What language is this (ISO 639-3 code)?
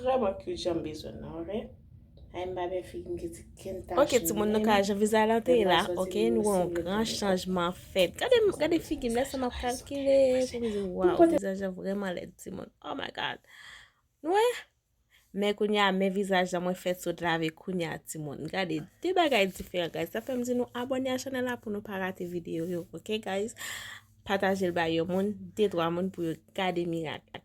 hat